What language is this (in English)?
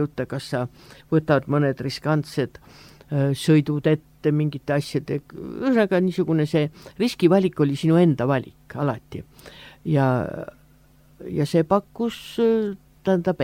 Estonian